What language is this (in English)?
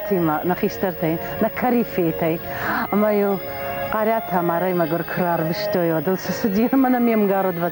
Ossetic